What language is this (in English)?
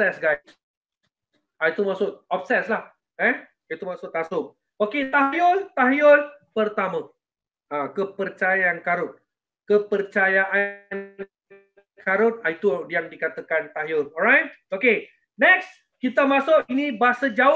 Malay